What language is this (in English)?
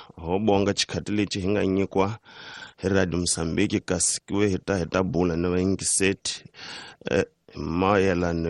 Tsonga